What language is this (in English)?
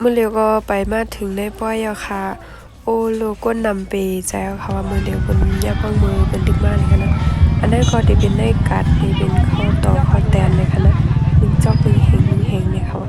Shan